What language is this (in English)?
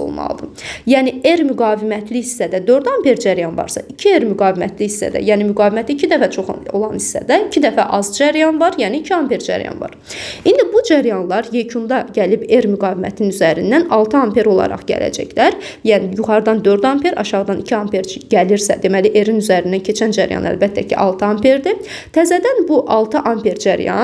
Azerbaijani